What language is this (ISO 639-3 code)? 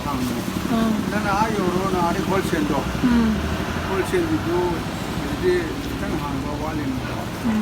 mni